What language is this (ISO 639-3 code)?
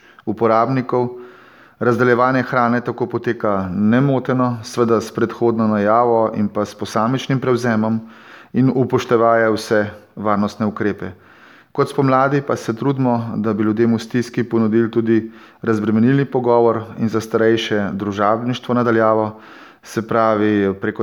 slv